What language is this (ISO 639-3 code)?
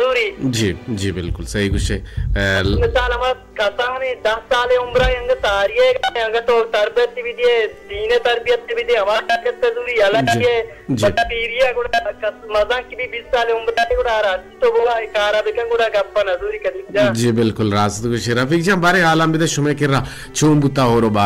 bal